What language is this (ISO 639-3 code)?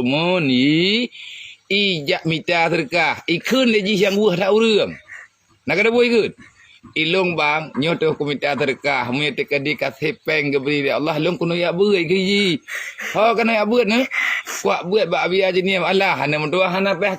ace